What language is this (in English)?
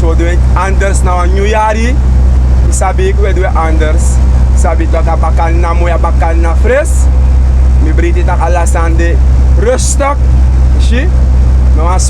Sranan Tongo